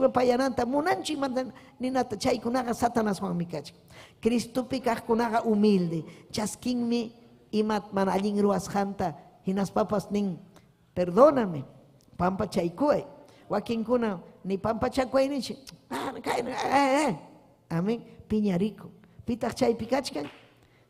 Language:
Ayacucho Quechua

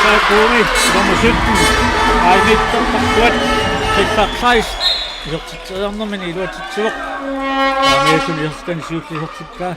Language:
Kalaallisut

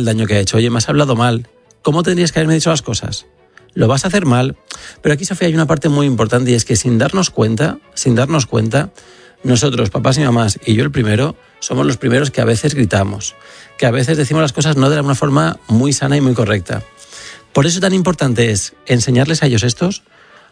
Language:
Spanish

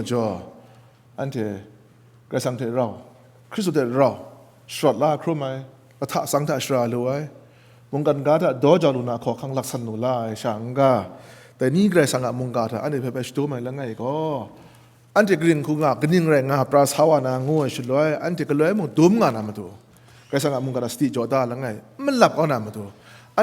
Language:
Kachin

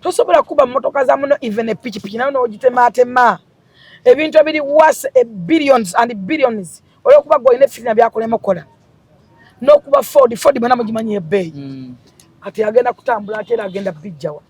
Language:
Ganda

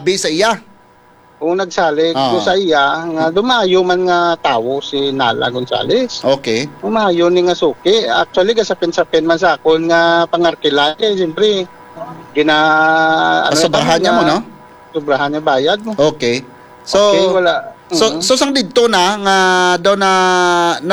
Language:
Hiligaynon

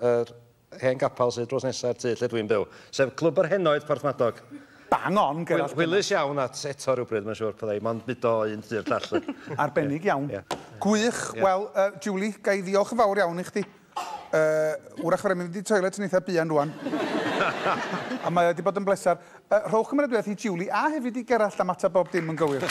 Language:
Welsh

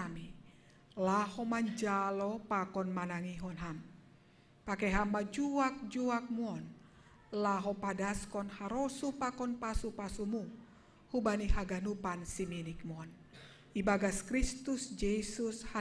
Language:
Batak Simalungun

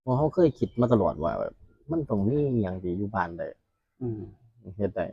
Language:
Northeastern Thai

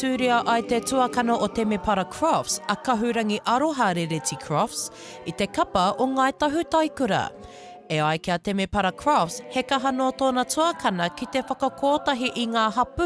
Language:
Māori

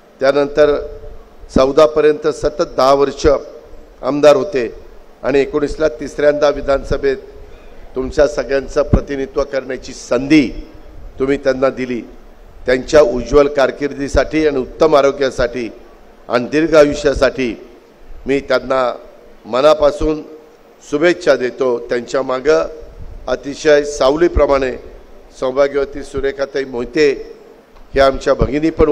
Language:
Marathi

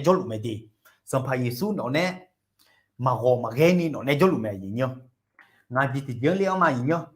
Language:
Akha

